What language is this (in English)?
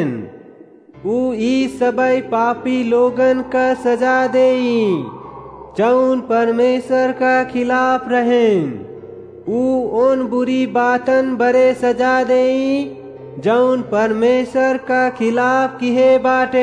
Awadhi